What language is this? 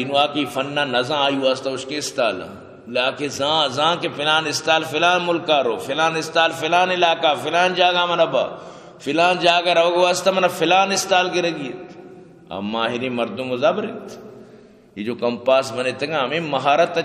Eastern Balochi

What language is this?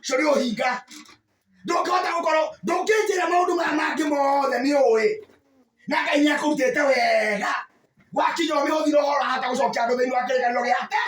Kikuyu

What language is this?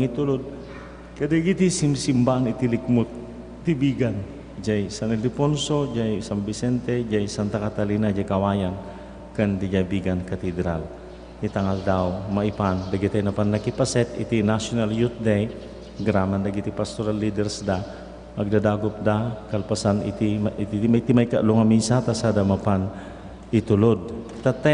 Iloko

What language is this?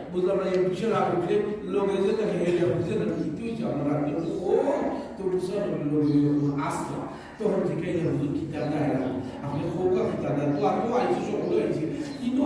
Sylheti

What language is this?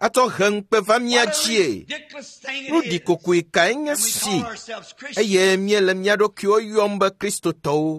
Ewe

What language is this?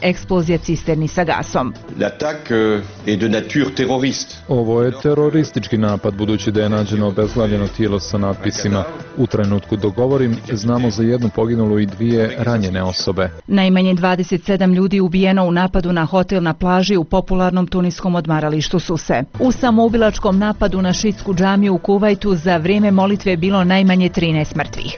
Bosnian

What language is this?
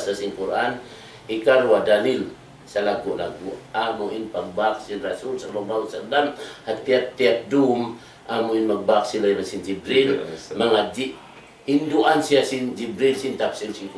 Tausug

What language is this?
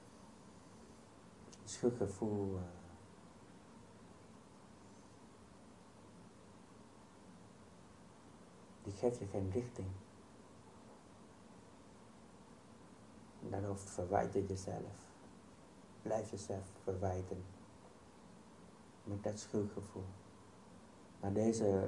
Dutch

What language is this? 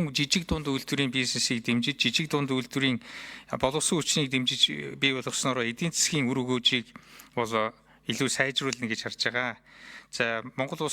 Mongolian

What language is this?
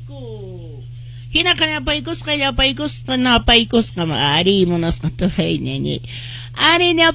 Quechua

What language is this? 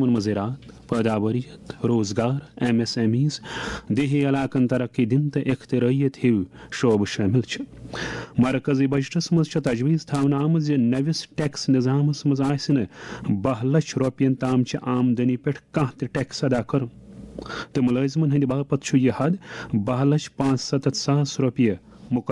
Kashmiri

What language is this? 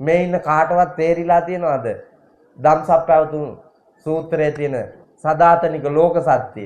Sinhala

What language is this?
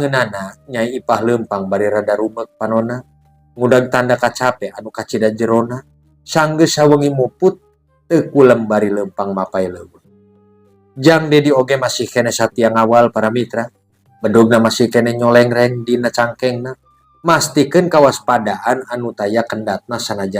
Sundanese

